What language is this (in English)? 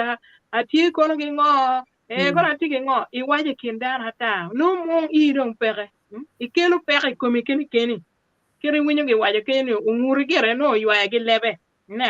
Acoli